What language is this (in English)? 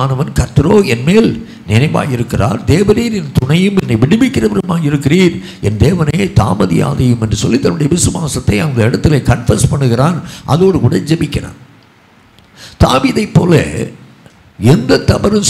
Tamil